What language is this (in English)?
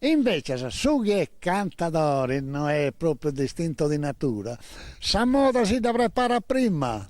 Sardinian